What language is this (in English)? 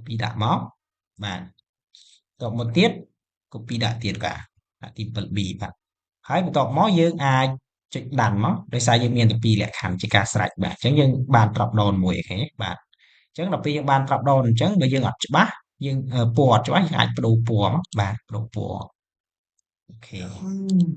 Khmer